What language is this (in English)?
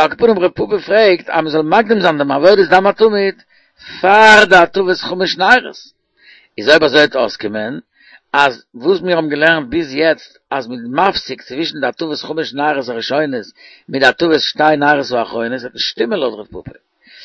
Yiddish